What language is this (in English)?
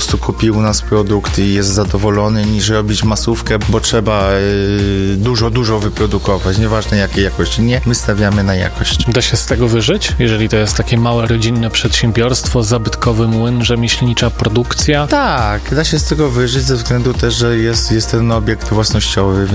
Polish